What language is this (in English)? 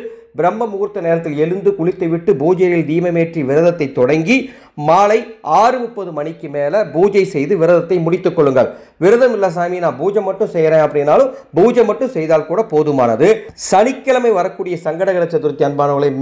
Tamil